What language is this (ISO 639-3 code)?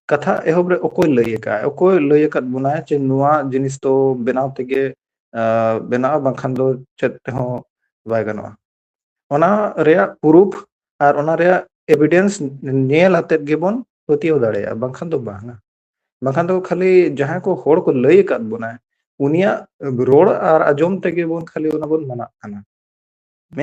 sat